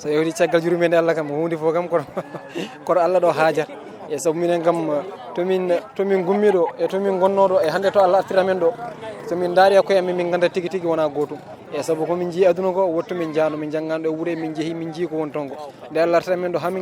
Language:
Fula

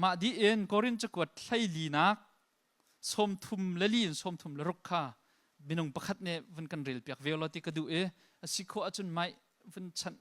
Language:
Hakha Chin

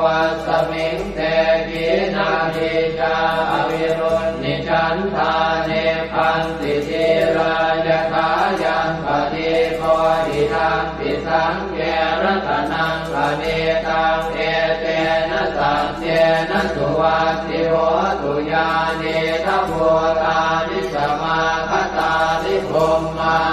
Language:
Pali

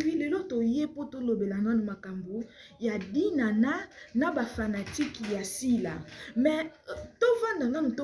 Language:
Lingala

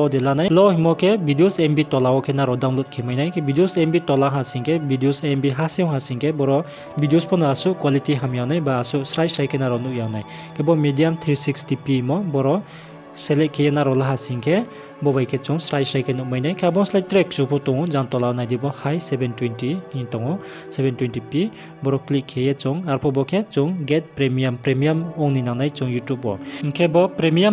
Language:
Riang (India)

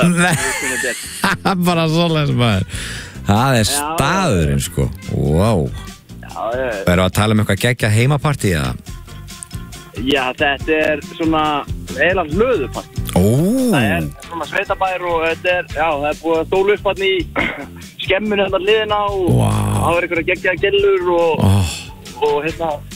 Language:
Icelandic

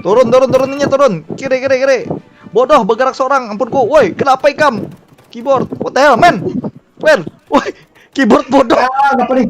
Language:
Banjar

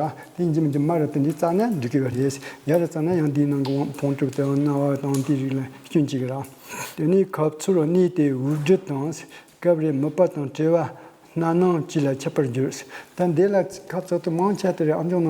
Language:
Tibetan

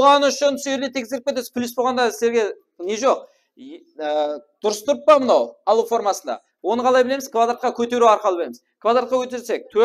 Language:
Kara-Kalpak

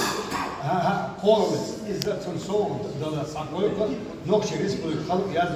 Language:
Chechen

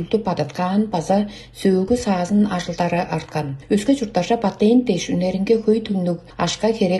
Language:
Tuvinian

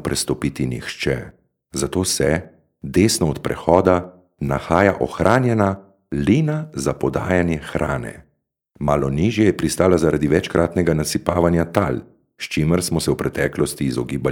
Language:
Slovenian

